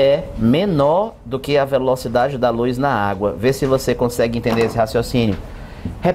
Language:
Portuguese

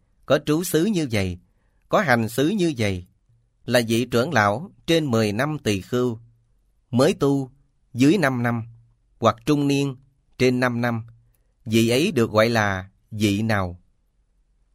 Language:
Vietnamese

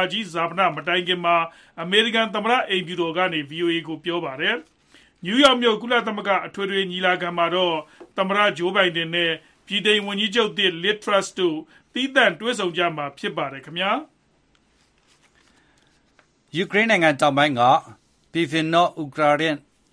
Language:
Burmese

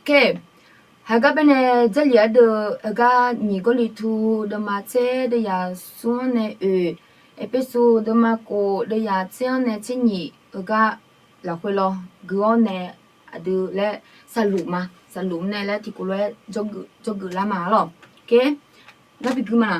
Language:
Akha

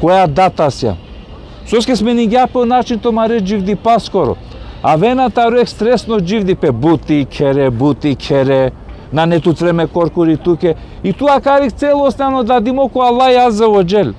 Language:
Balkan Romani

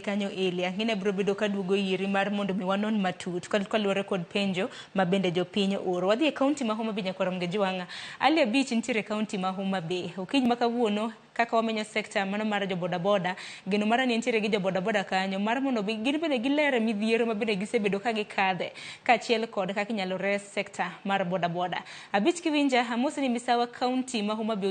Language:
Luo (Kenya and Tanzania)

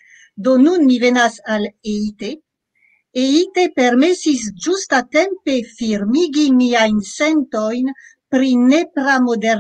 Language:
Esperanto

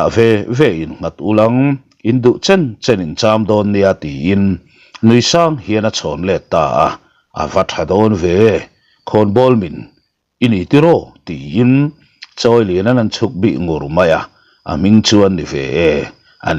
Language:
Mizo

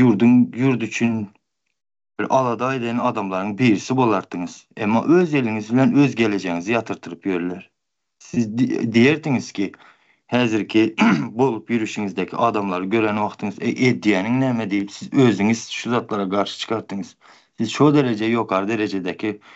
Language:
Turkmen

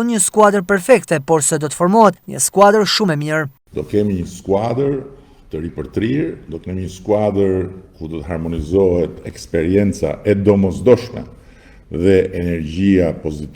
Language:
Albanian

